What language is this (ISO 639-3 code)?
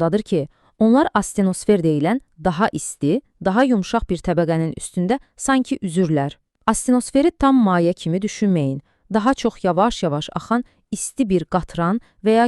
aze